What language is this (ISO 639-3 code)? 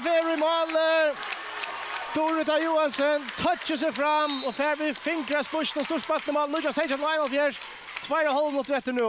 fao